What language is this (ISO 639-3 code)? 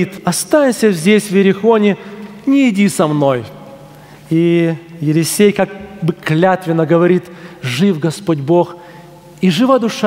rus